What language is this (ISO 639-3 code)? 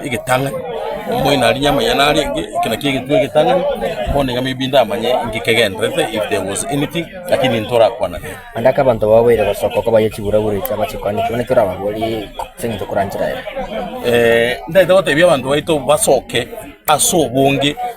guz